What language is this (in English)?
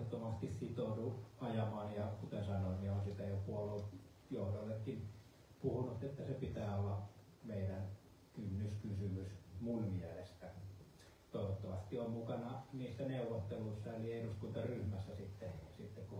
Finnish